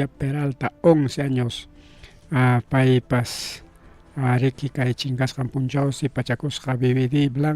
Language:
Ayacucho Quechua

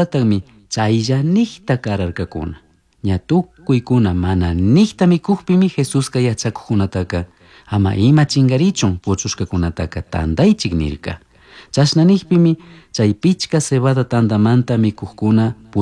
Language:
Chimborazo Highland Quichua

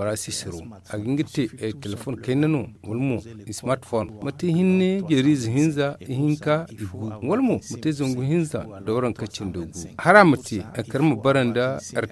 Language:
Zarma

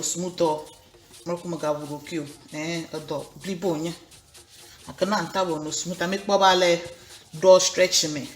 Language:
Ewe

